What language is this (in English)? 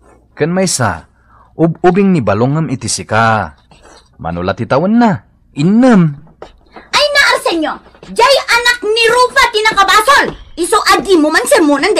Iloko